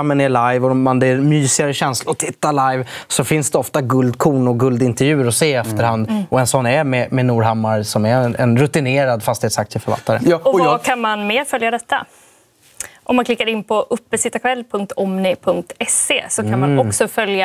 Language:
Swedish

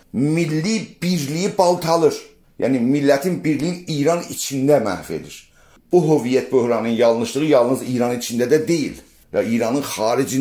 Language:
South Azerbaijani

